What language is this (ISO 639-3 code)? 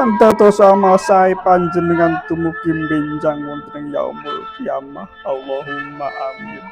jav